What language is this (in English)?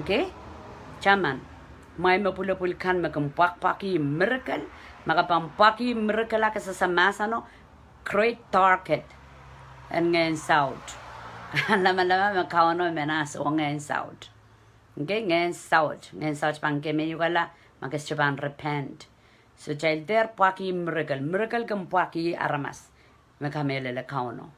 Pohnpeian